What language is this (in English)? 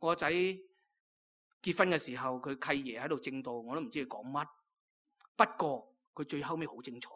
Cantonese